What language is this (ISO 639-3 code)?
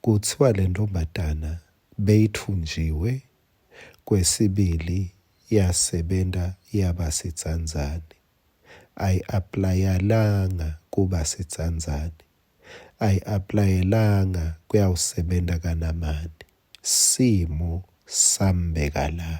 ssw